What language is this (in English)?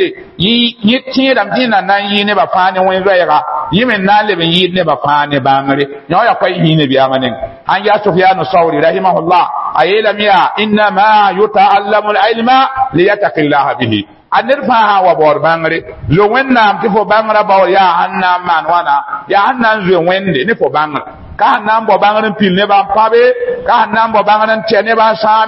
Mossi